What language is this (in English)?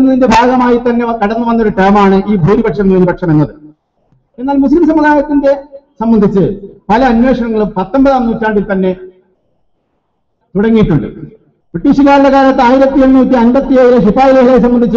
Malayalam